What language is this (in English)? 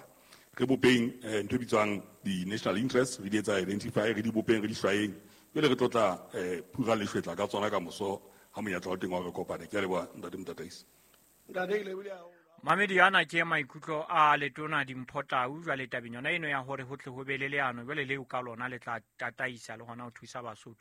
Southern Sotho